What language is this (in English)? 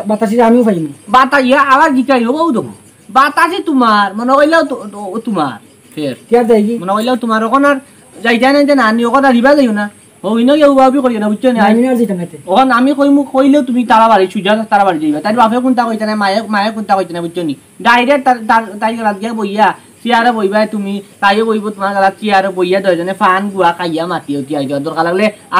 Sylheti